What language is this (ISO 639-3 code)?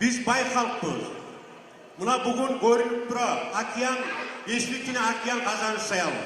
kum